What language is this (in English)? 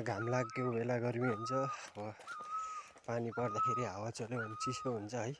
Nepali